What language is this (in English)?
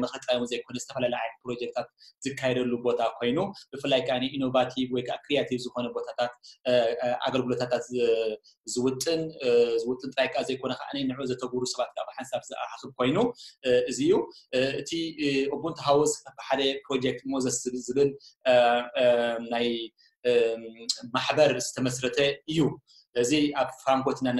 Tigrinya